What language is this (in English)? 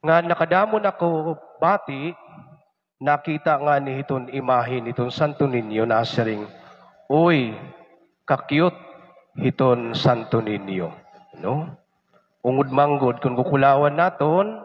Waray